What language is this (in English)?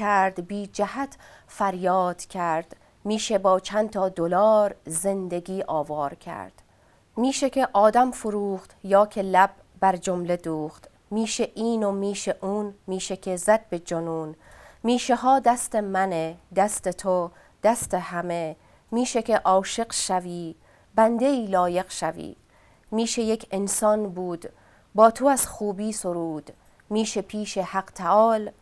Tajik